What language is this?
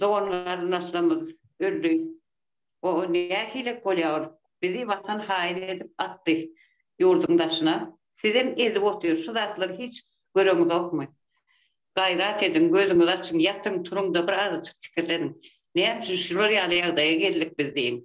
Turkmen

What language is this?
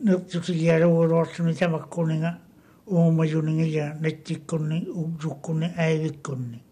Māori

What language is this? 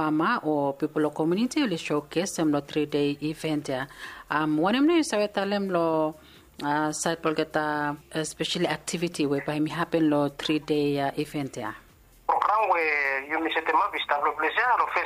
Bislama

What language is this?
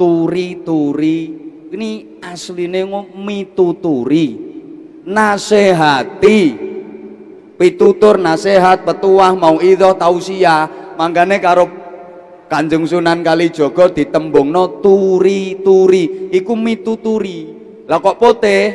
Javanese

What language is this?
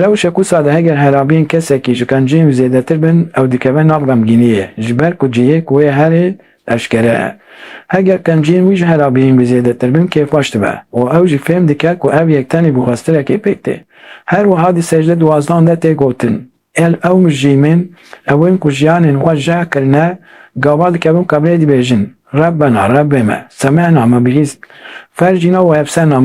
Kurdish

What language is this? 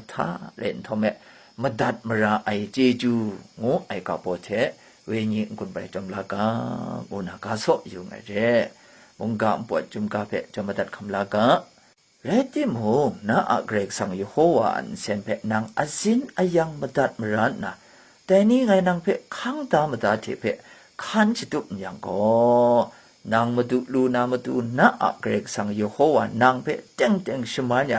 Kachin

